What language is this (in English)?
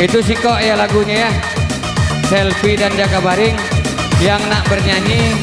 Musi